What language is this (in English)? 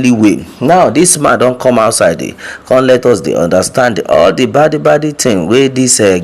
Nigerian Pidgin